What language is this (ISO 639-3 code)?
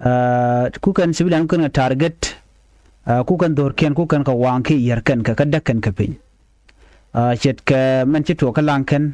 nus